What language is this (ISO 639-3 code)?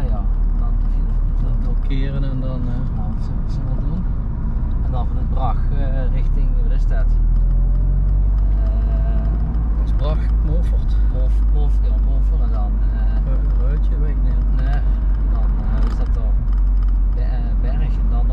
nld